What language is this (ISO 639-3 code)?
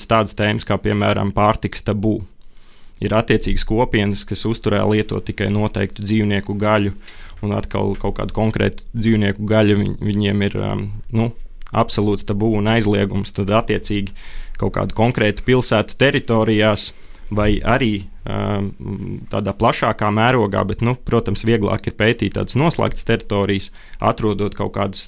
lav